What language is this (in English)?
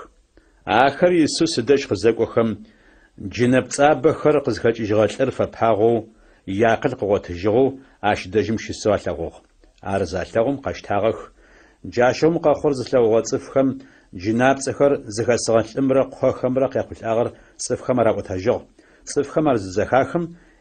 Adyghe